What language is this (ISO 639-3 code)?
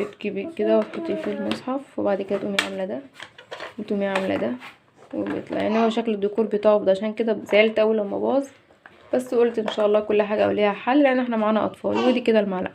arz